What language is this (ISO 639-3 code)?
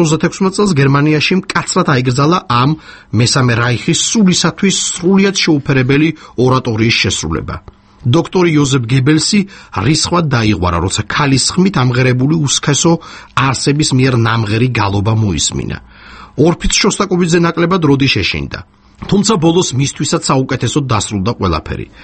kat